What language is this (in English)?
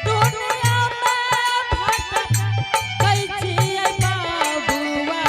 Angika